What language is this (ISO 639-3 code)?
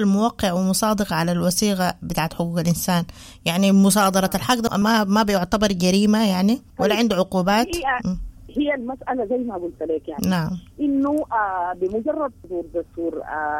apd